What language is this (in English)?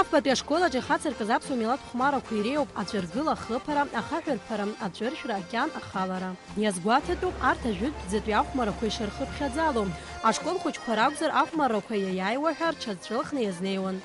Abkhazian